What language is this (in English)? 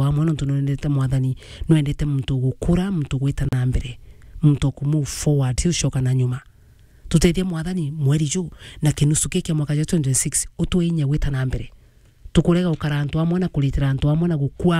Meru